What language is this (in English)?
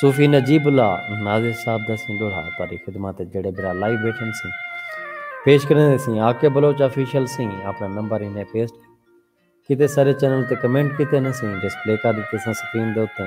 Saraiki